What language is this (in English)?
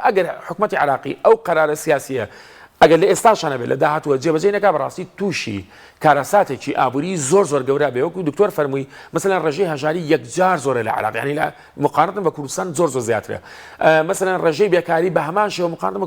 Central Kurdish